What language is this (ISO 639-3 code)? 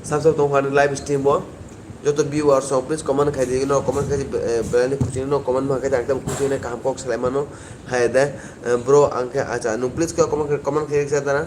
trp